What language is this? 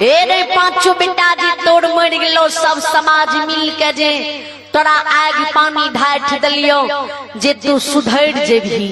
Maithili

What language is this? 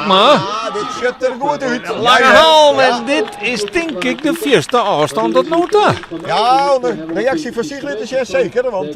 Western Frisian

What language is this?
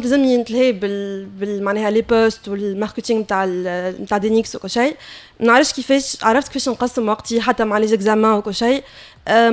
Tunisian Arabic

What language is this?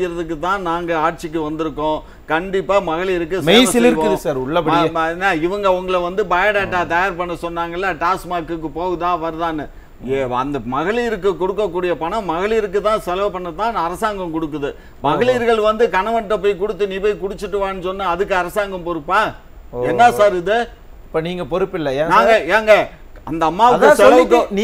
Tamil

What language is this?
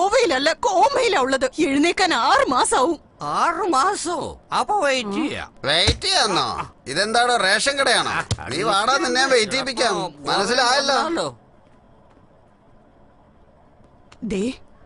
Malayalam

